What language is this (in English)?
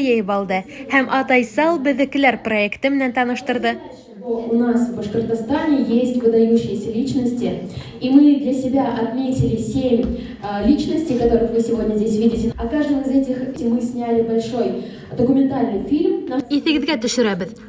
Bashkir